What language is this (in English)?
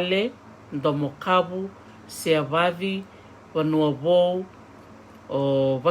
Fijian